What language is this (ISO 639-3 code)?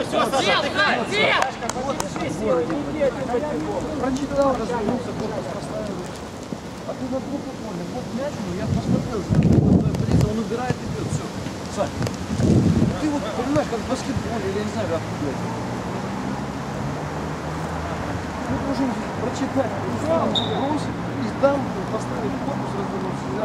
rus